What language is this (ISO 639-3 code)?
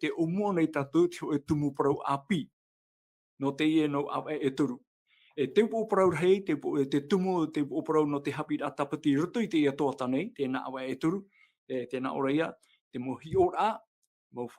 tah